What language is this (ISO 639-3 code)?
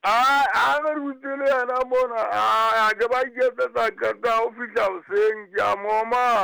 sot